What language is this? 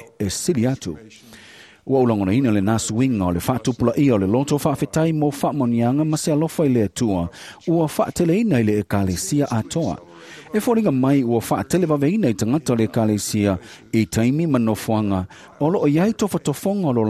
Samoan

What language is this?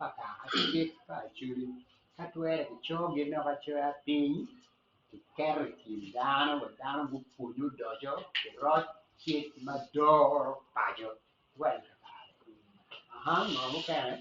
Acoli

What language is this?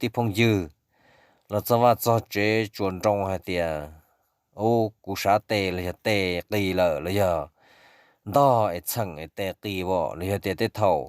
Hmong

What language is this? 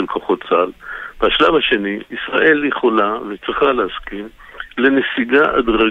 Hebrew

